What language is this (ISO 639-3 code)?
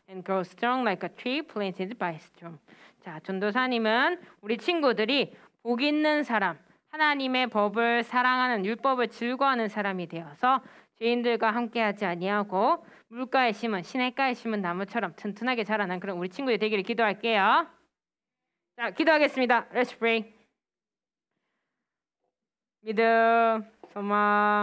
kor